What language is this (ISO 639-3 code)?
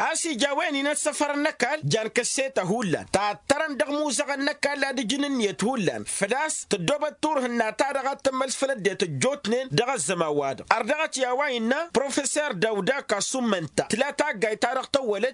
taq